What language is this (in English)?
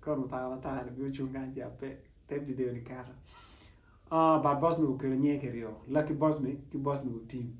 Acoli